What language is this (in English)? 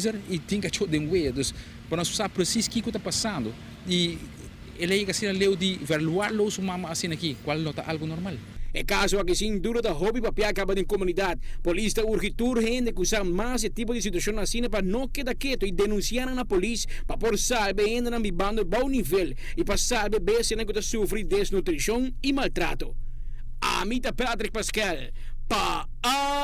Papiamento